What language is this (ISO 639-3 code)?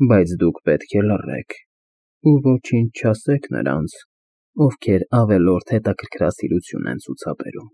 hye